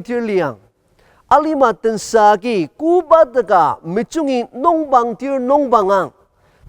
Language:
Ao Naga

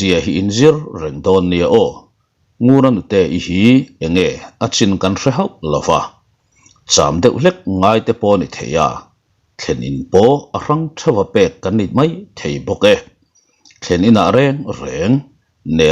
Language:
Mizo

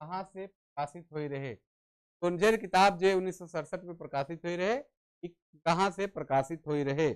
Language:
Sadri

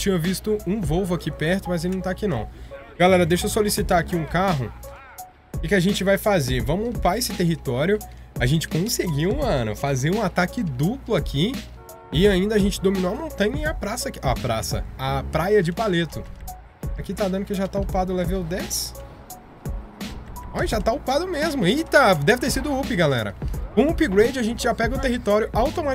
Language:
Portuguese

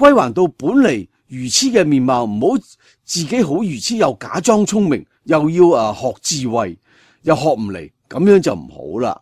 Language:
Cantonese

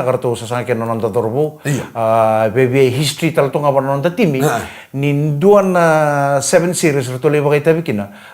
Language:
Fijian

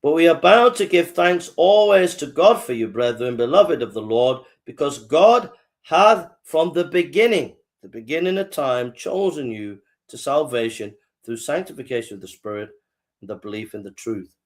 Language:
English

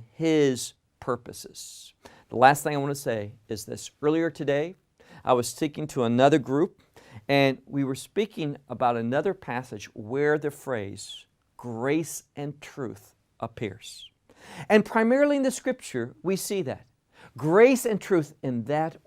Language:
English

